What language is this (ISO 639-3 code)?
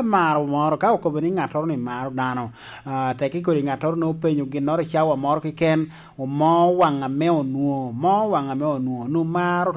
laj